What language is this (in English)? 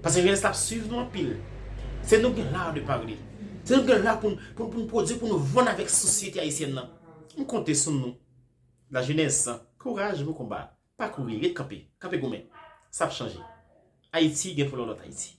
Haitian Creole